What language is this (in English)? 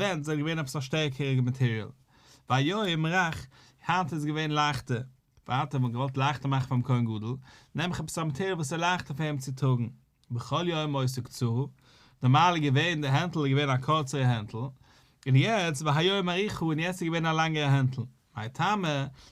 Yiddish